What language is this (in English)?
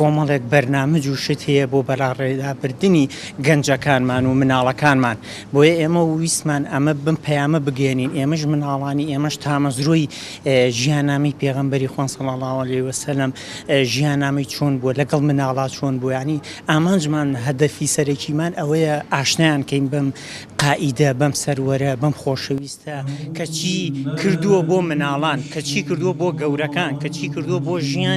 Central Kurdish